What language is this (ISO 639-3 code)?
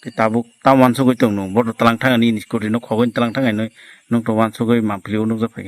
trp